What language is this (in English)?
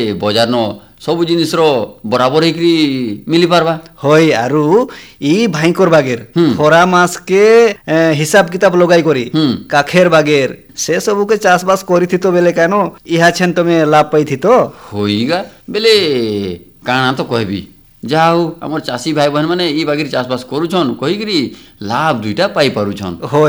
Odia